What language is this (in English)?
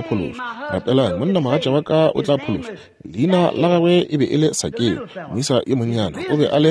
Northern Sotho